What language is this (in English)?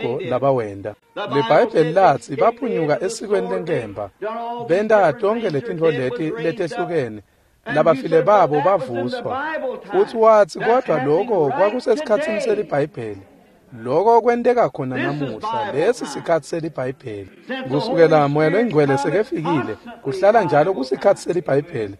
Swati